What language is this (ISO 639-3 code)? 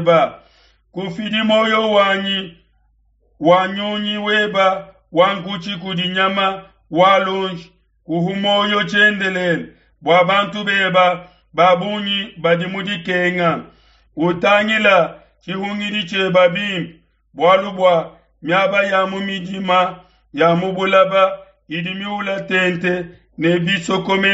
lua